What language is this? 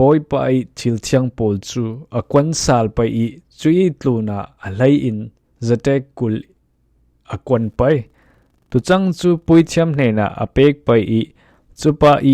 Falam Chin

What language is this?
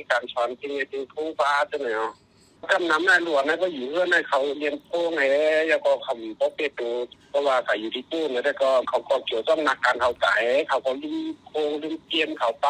Shan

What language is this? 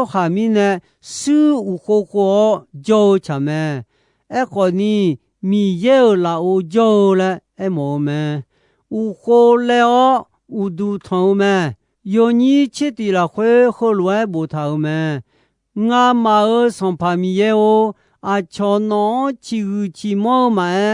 Akha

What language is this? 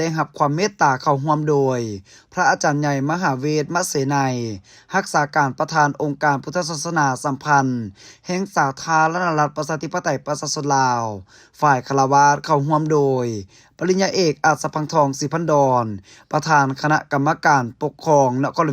Lao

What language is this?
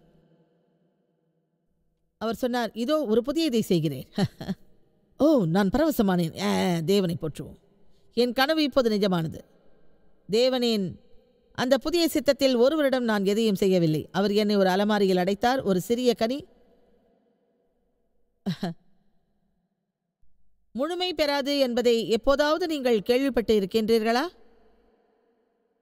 Tamil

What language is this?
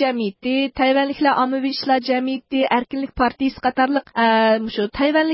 Uyghur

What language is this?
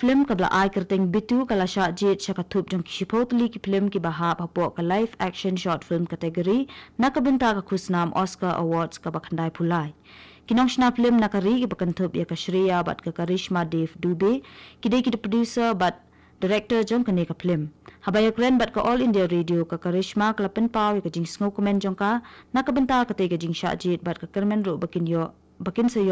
Khasi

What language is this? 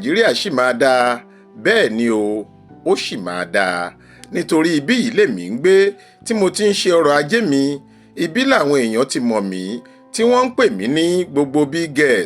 Yoruba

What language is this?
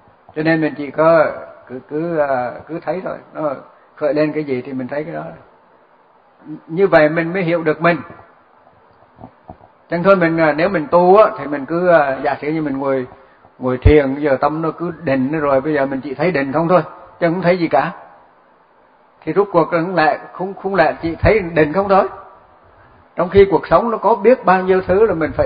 Vietnamese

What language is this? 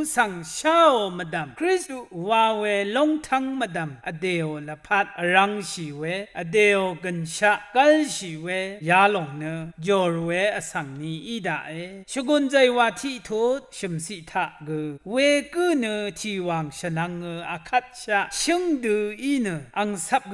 Rawang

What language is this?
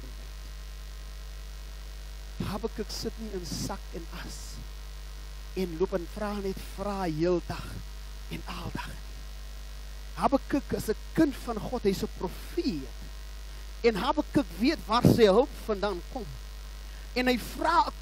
Afrikaans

